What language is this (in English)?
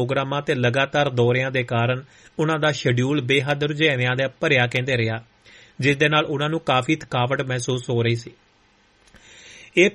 Punjabi